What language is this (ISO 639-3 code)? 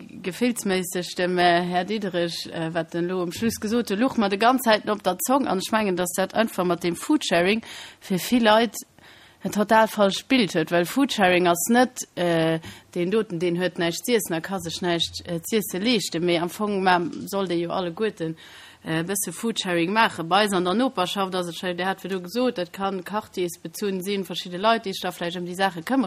ltz